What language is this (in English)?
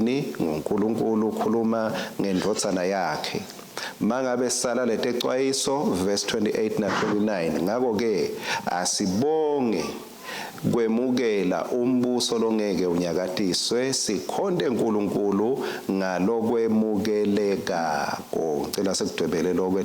Swati